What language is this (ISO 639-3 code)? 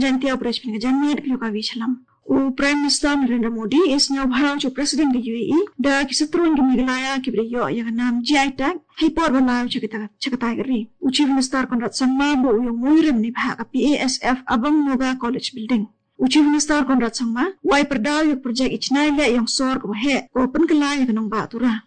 grt